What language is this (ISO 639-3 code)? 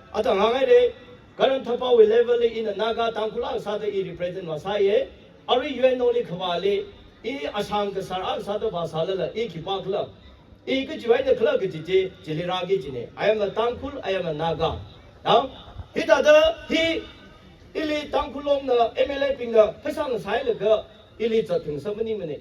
nmf